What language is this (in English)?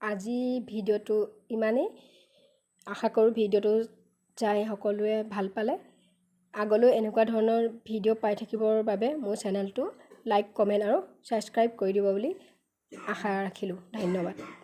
Assamese